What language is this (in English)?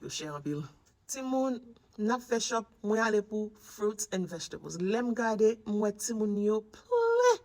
Haitian Creole